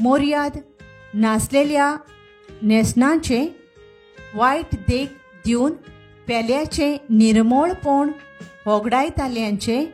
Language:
Konkani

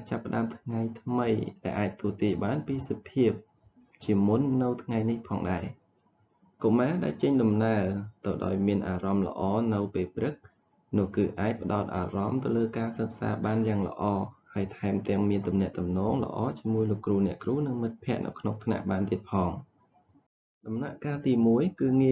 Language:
Khmer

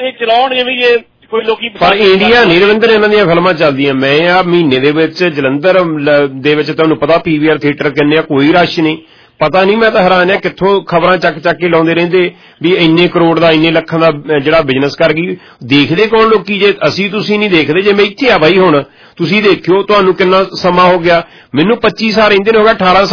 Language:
Punjabi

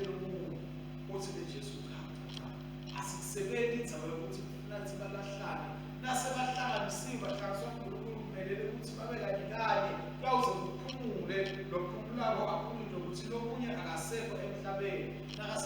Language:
Swati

